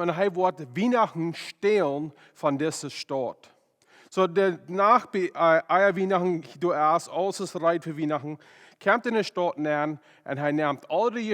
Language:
Plautdietsch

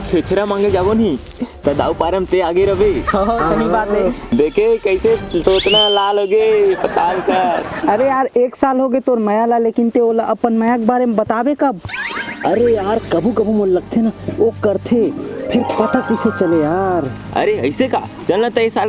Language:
Chhattisgarhi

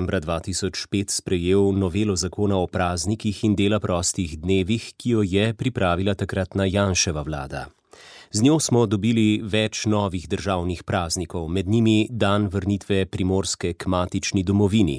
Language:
Slovenian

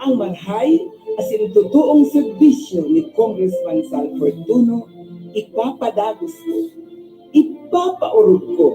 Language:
Bikol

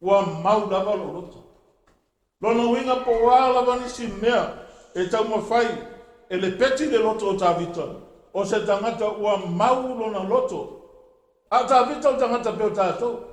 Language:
Samoan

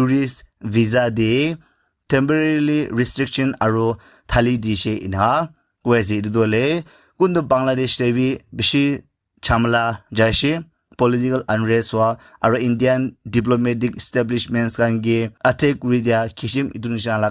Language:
Naga Pidgin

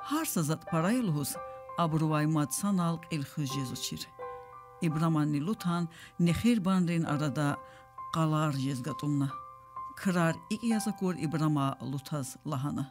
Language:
Lezghian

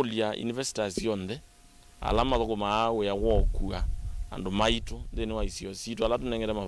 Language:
Kamba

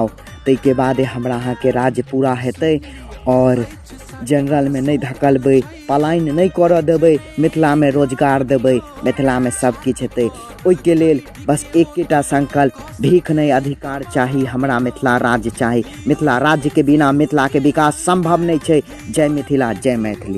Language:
Maithili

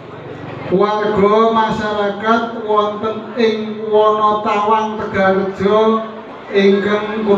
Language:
Javanese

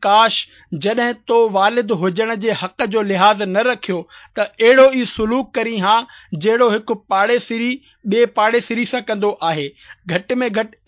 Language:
Sindhi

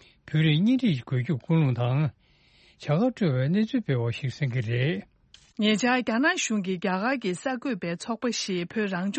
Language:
Tibetan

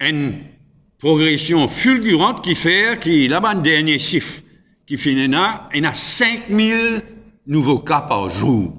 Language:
Morisyen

